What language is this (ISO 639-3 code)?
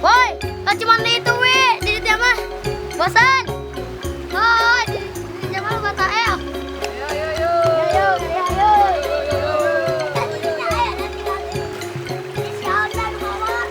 sun